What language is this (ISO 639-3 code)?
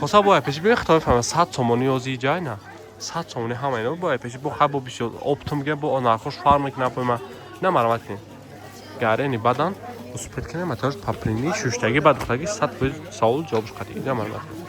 tgk